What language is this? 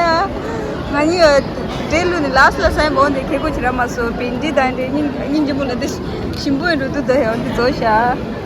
Tibetan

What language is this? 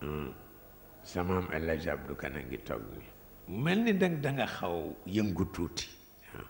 Wolof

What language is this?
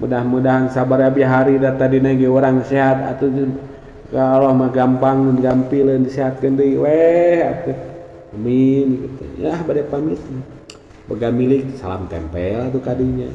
Sundanese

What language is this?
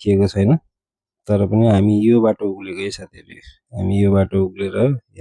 Nepali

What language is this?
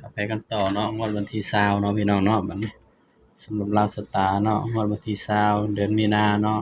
Northeastern Thai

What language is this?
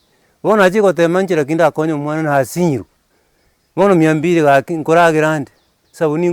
Gusii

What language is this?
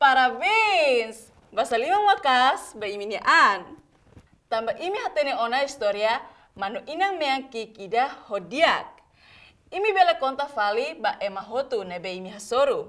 Tetum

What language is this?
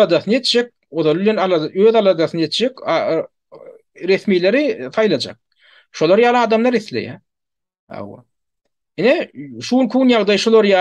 Turkmen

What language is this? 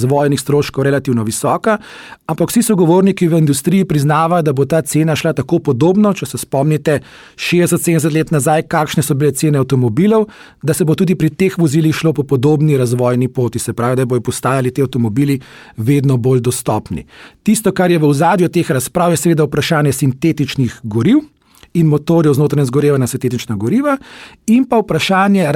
Slovenian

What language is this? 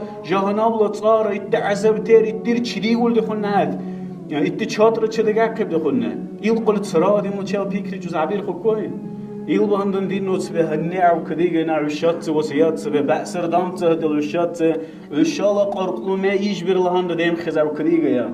Dargwa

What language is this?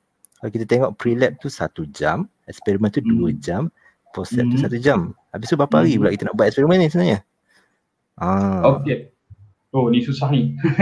Malay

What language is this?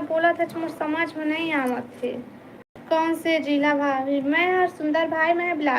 Chhattisgarhi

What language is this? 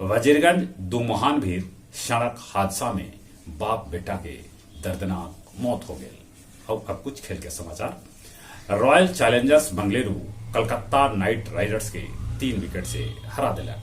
Magahi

